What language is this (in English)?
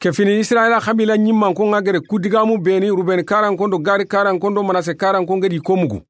Soninke